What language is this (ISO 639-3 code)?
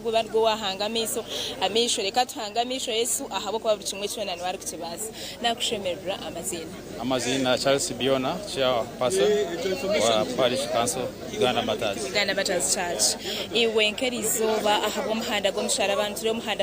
nyn